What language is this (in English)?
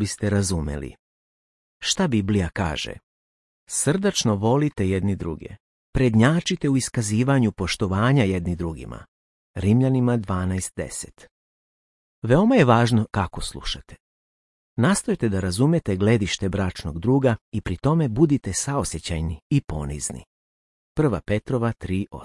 Serbian